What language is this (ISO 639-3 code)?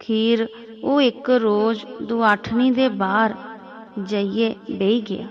doi